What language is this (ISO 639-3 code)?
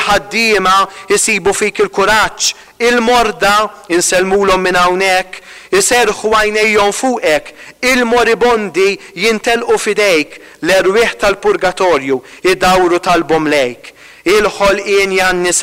mlt